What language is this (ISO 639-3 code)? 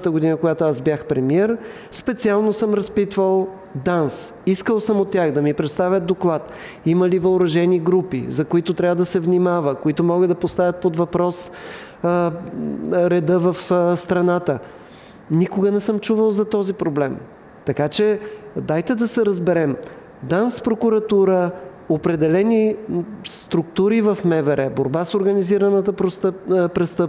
bul